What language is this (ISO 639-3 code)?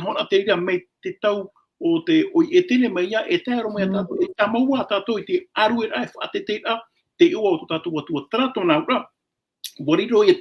tah